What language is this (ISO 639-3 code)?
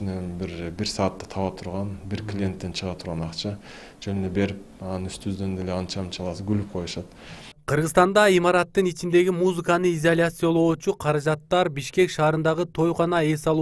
kir